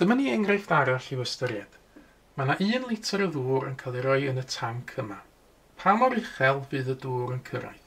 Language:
Welsh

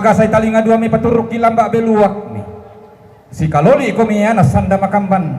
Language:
Toraja-Sa'dan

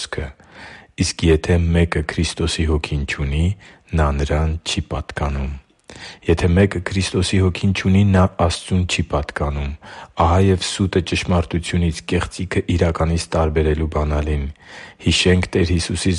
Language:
Armenian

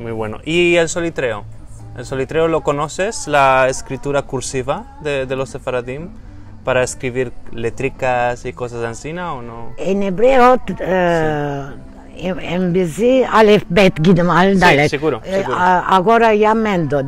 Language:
Ladino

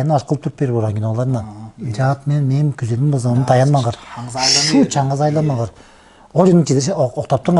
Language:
Tuvinian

